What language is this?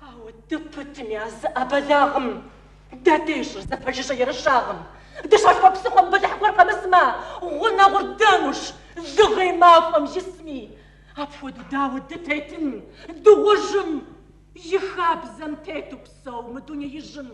Kabardian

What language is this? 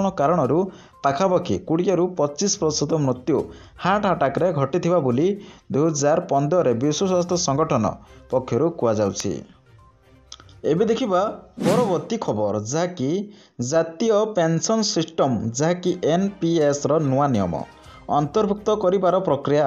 Odia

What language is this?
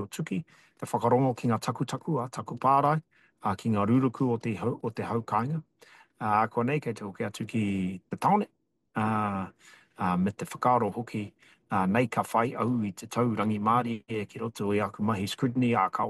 Māori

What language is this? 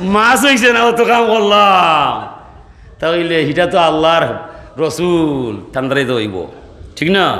Sylheti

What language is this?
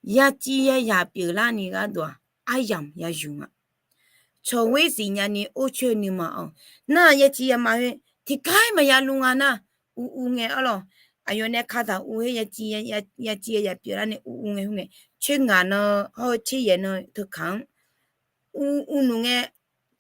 Akha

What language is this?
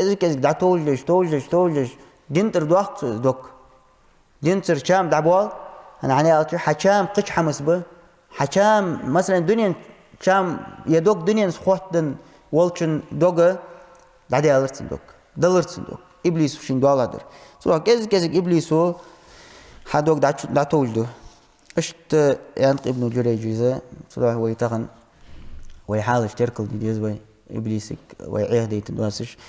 Ingush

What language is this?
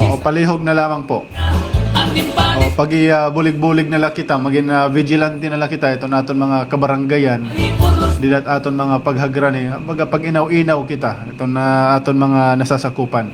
Waray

